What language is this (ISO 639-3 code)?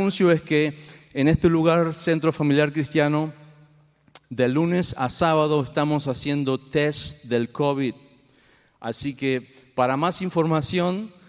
spa